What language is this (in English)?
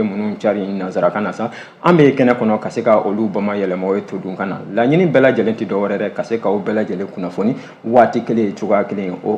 Bambara